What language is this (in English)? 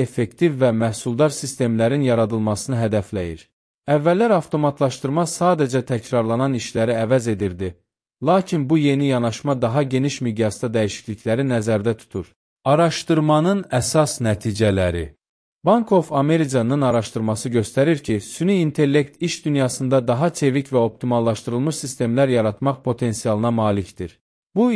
Azerbaijani